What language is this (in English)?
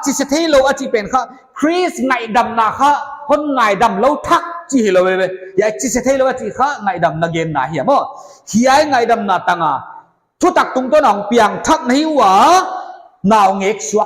Paite Chin